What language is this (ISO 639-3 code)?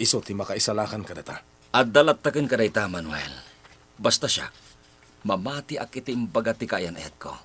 ilo